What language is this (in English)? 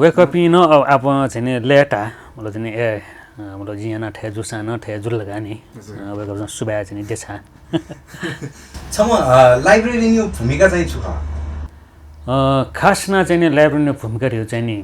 Newari